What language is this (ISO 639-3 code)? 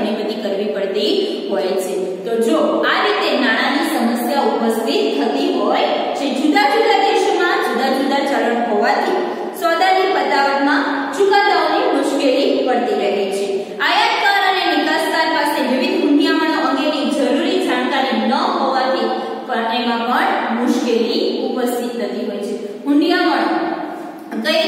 guj